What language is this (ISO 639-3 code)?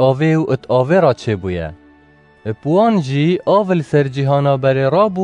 kur